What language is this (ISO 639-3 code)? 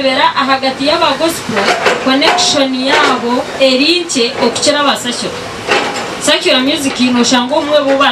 nyn